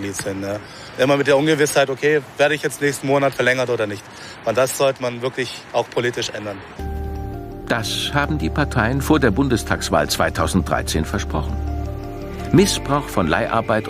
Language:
German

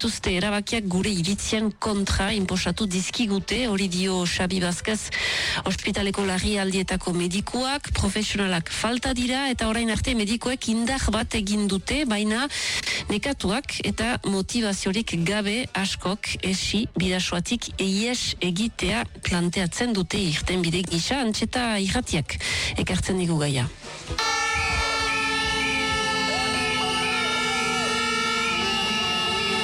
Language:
Basque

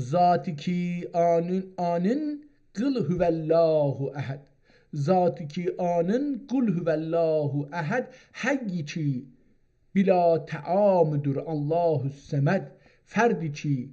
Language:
South Azerbaijani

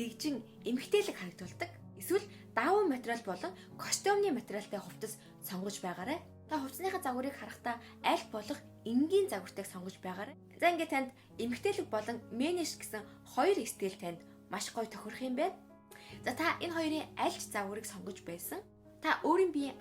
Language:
Mongolian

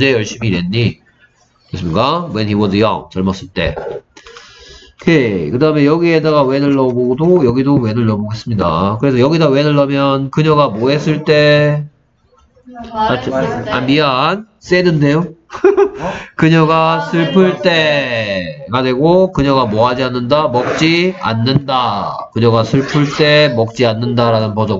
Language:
Korean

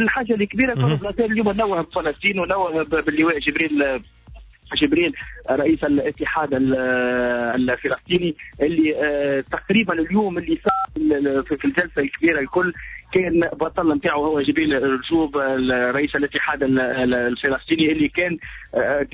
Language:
Tunisian Arabic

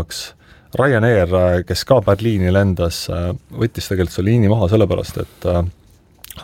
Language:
Estonian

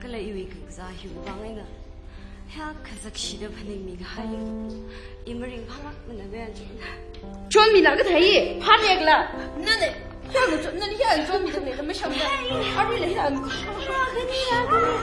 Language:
Tangkhul Naga (India)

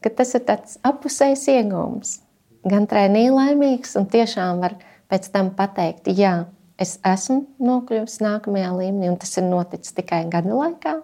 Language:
Latvian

